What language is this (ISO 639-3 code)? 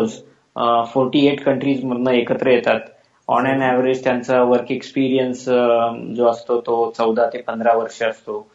mar